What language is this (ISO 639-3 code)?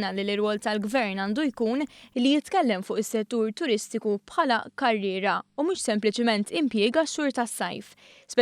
mlt